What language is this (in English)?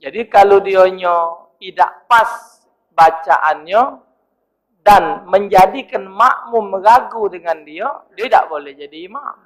Musi